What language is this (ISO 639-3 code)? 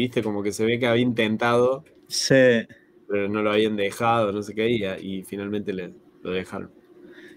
spa